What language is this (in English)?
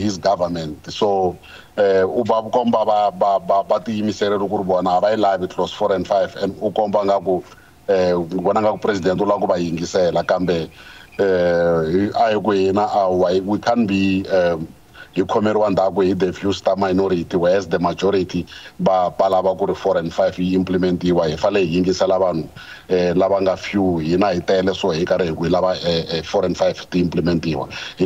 Tsonga